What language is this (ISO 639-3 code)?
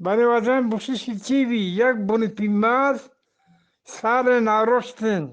bgp